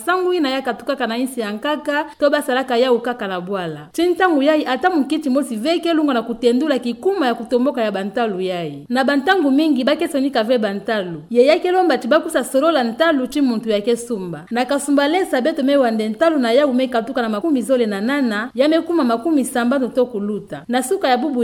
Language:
Kituba (Democratic Republic of Congo)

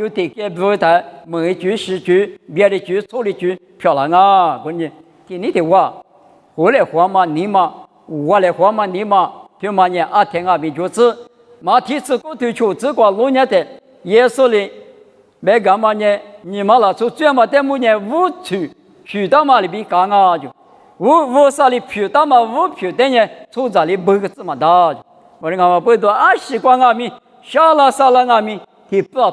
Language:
Lisu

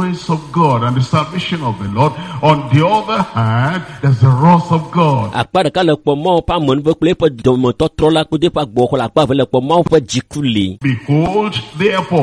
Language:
Ewe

